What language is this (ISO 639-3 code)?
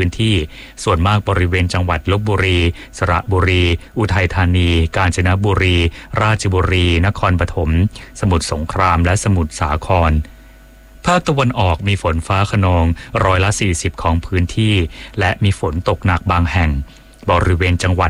tha